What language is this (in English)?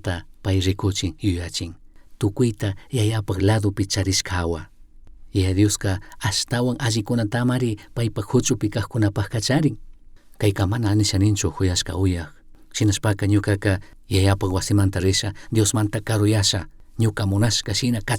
Chimborazo Highland Quichua